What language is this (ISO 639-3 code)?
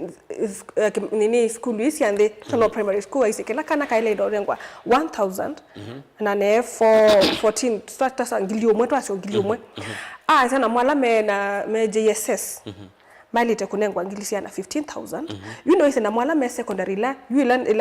kam